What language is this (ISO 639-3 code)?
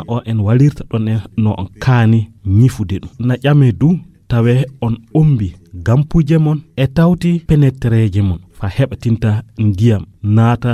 fuv